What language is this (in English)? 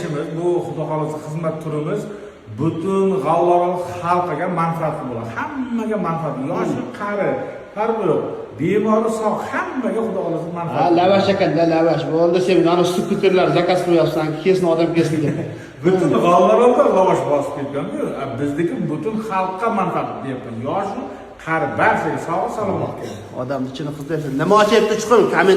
Uzbek